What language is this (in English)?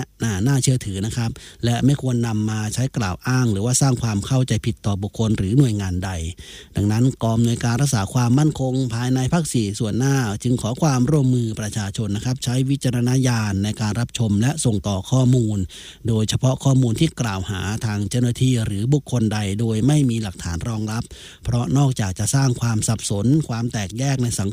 Thai